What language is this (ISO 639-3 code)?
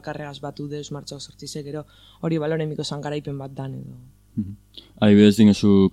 eus